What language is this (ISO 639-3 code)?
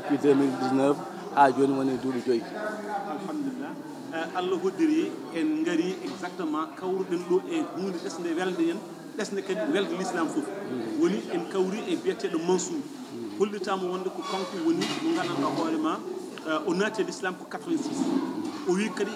ful